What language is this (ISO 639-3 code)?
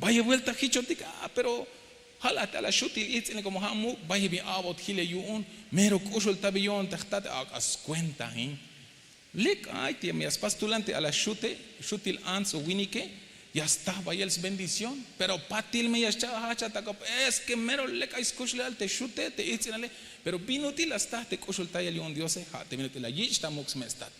tzh